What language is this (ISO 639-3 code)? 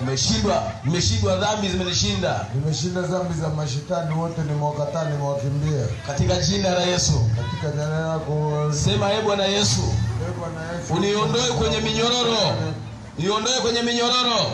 swa